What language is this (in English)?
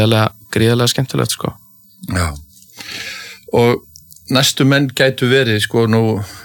Icelandic